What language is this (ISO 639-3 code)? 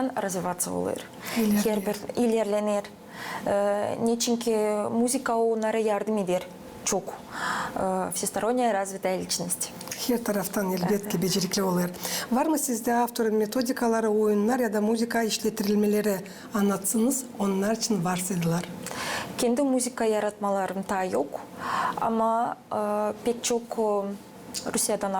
gag